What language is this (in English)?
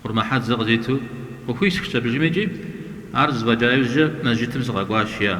Kabardian